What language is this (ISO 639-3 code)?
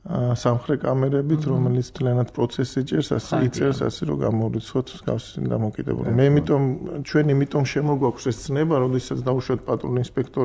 kat